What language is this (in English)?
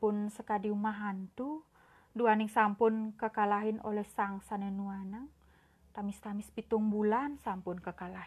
Balinese